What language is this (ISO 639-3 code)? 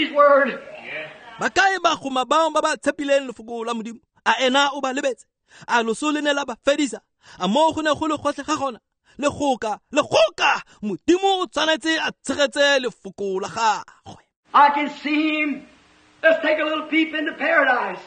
tsn